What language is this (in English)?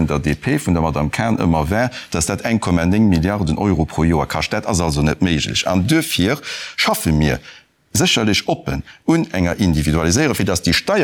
Luxembourgish